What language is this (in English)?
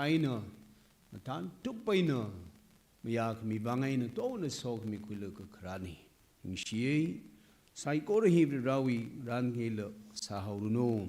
Tangkhul Naga (India)